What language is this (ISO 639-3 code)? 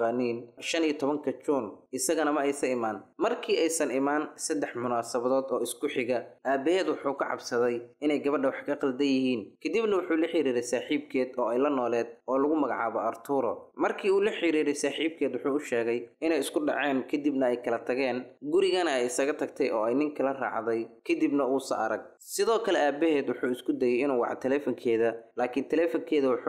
som